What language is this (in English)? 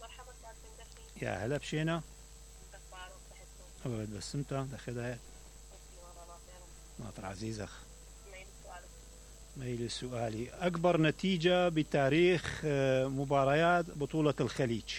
Mesopotamian Arabic